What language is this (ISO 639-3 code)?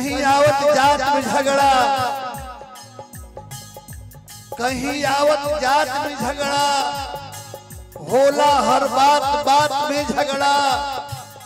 bho